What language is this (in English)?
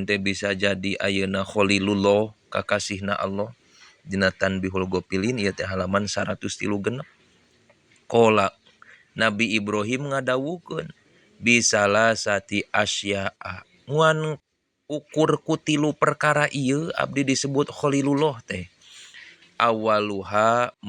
Sundanese